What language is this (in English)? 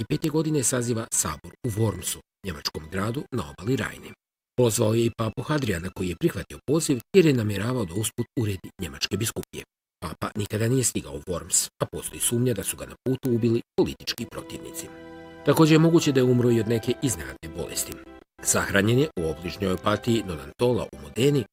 Bosnian